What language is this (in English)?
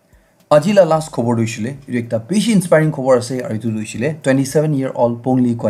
Naga Pidgin